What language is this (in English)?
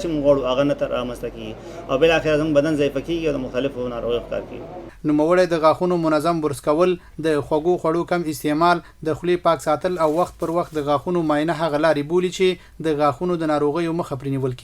Pashto